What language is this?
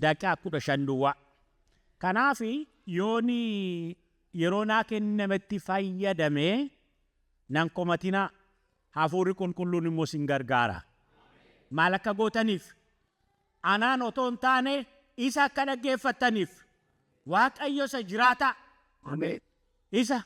Oromo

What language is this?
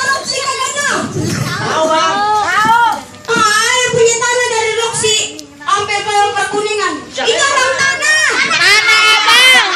Betawi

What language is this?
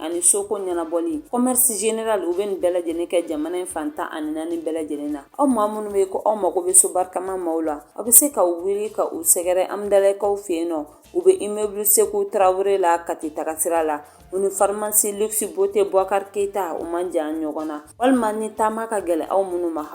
Bambara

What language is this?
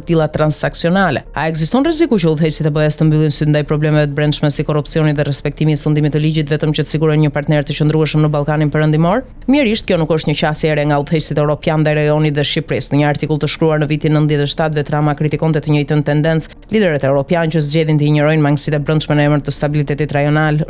Albanian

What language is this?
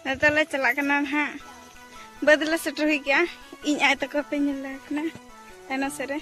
Santali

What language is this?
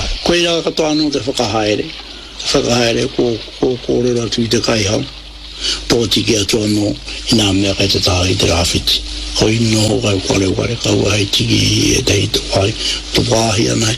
Māori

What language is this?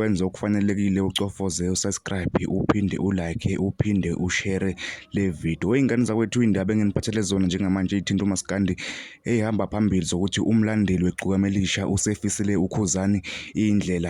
Zulu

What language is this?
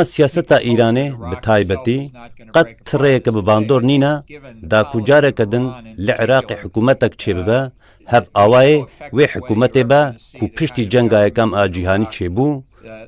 Kurdish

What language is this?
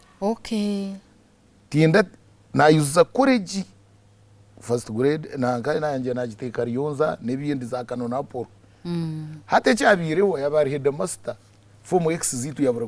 Nyankole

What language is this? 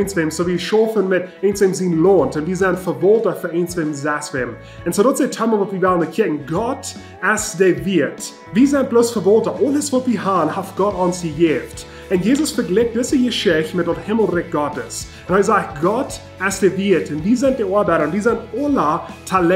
Plautdietsch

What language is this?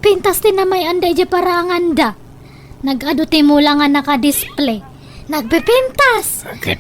Iloko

